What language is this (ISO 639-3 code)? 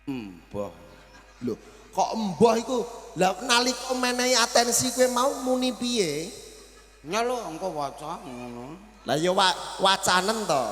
jav